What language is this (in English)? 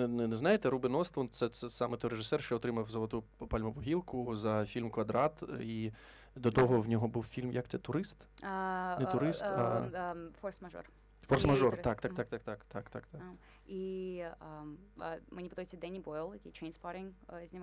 Ukrainian